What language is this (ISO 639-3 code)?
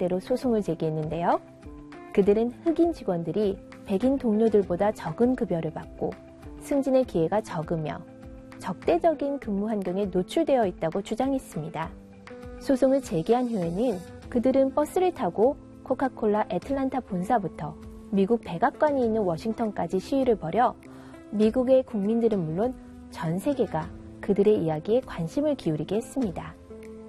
kor